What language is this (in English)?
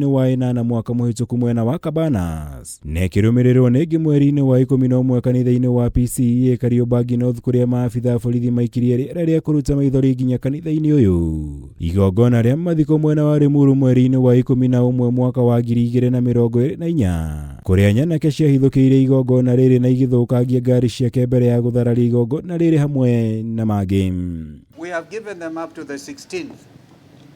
Kikuyu